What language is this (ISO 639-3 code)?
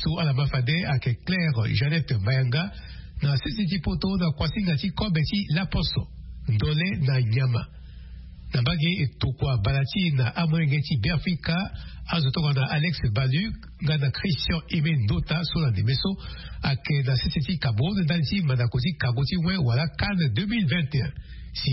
sag